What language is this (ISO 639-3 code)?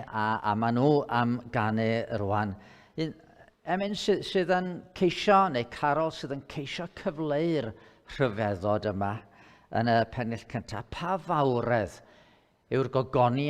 cym